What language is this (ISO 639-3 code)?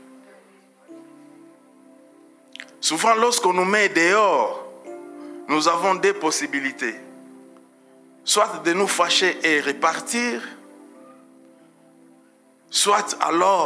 fra